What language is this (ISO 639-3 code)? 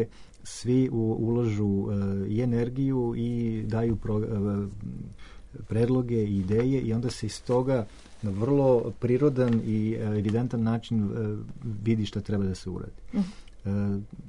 srp